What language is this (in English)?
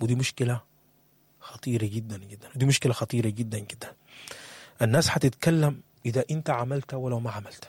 Sudanese Arabic